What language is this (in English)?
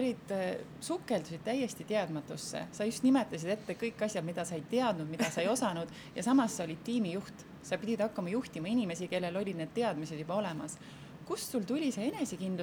Estonian